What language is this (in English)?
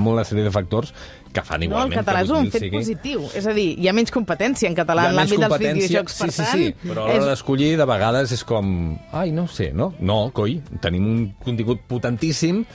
Catalan